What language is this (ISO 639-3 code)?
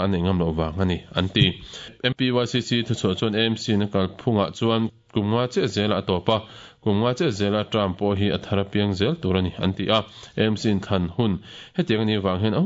lus